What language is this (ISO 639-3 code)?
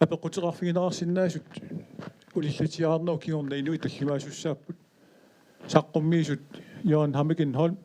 kal